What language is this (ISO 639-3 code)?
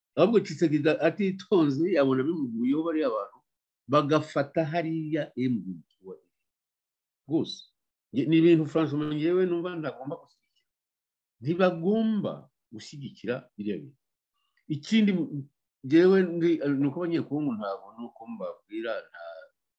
kin